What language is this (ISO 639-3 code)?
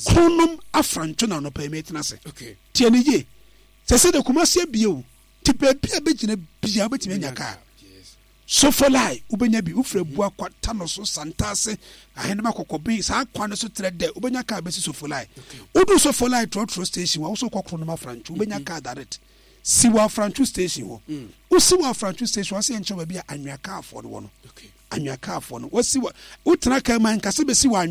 aka